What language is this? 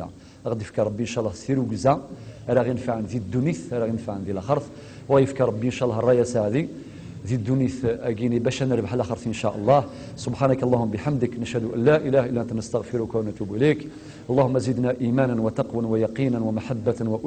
Kabyle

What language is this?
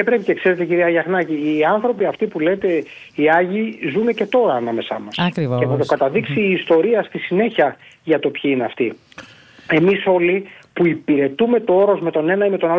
Greek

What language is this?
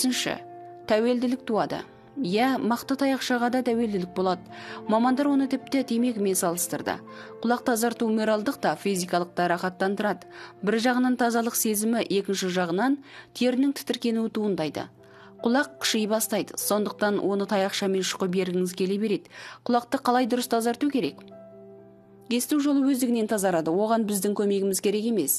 Kazakh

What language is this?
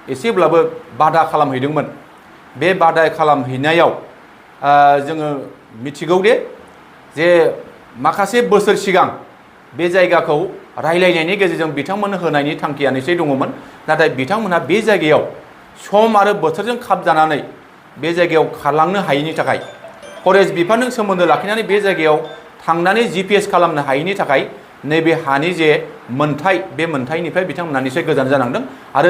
Bodo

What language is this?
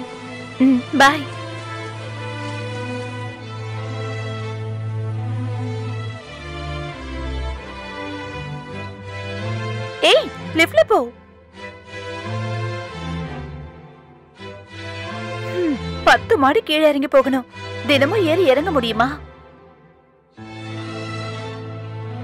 Tamil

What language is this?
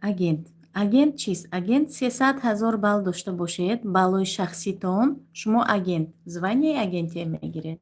Tajik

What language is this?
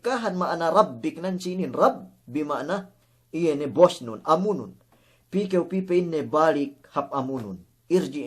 Yakan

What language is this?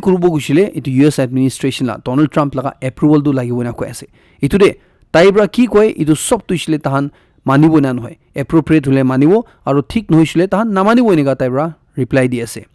Naga Pidgin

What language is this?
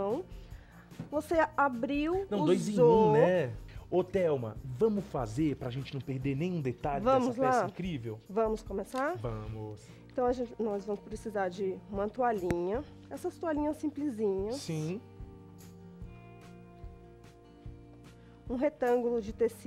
Portuguese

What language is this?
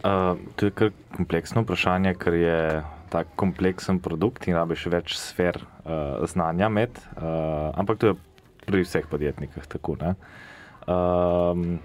Slovenian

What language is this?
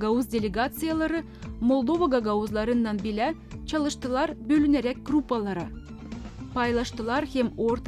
Gagauz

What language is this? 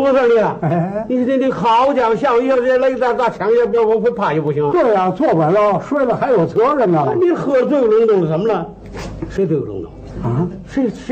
Chinese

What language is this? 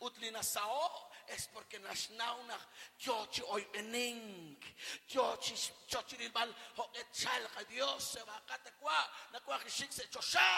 Kekchí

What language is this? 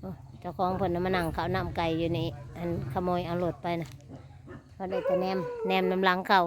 Northeastern Thai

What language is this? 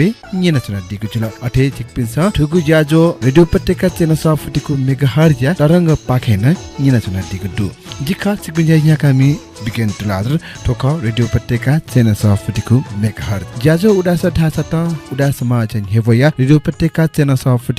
Newari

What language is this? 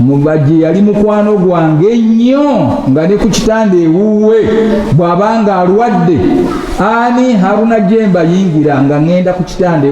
Ganda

